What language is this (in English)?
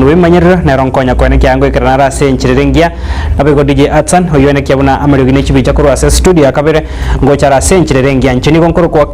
Gusii